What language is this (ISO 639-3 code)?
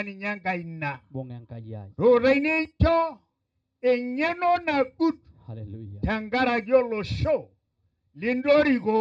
mas